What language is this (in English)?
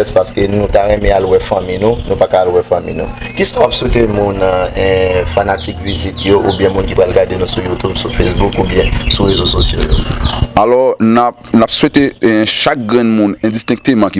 Haitian Creole